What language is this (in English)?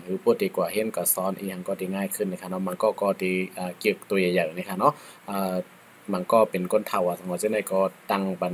Shan